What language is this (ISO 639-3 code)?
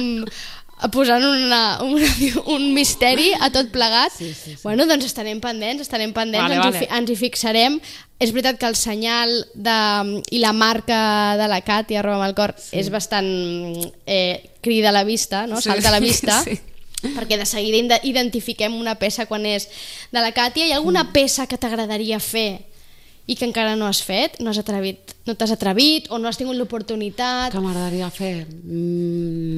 cat